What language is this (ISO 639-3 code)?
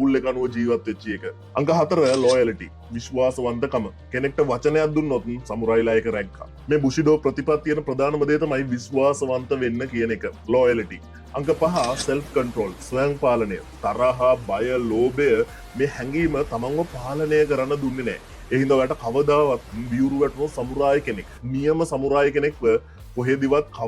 sin